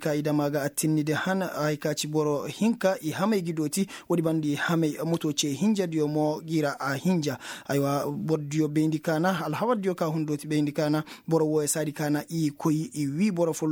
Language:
Koyraboro Senni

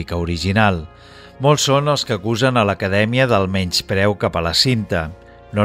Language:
Catalan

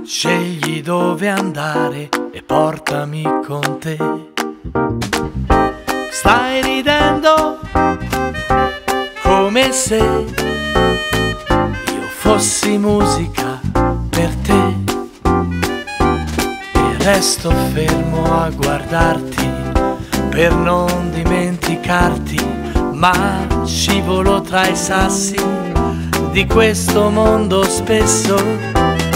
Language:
Italian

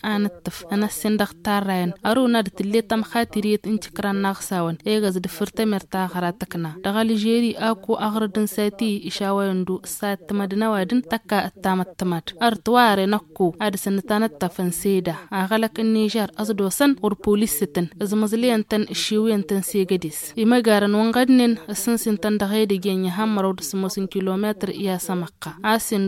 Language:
Tamasheq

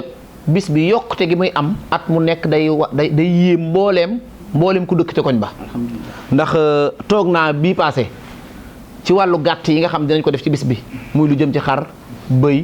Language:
Wolof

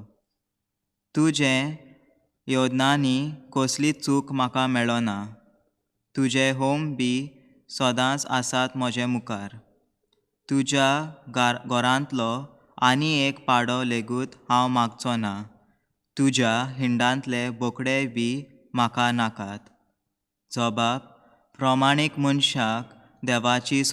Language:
Konkani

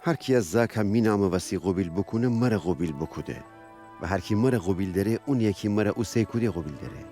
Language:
Gilaki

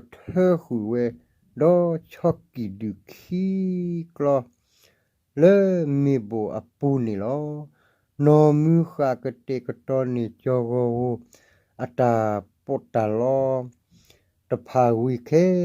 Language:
S'gaw Karen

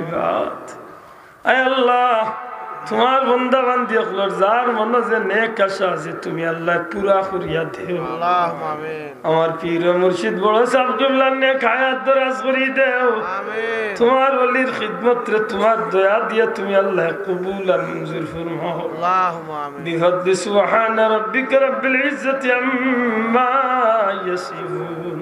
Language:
Sylheti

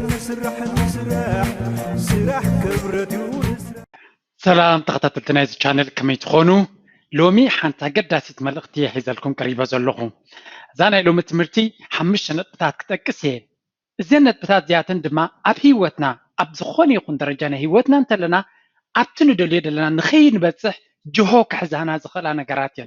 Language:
Tigrinya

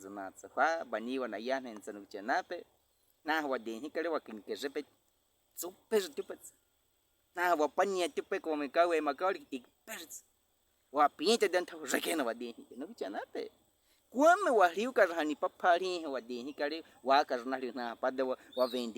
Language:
Baniwa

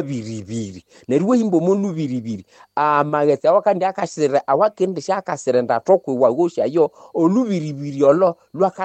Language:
Nande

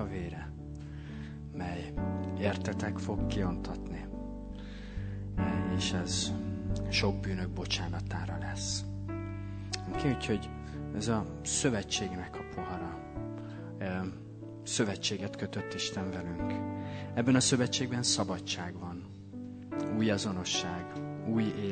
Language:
Hungarian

